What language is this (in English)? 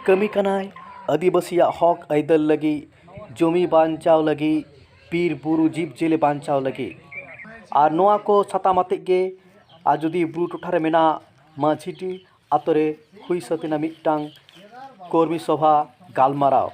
Santali